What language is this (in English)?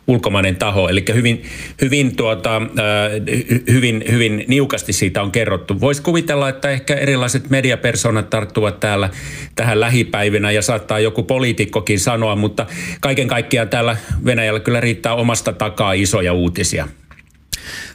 Finnish